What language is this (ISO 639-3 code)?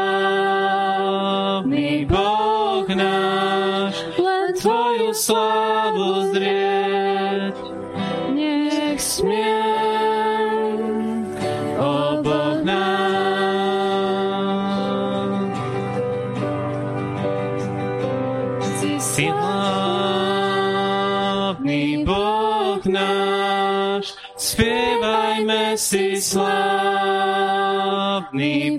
slk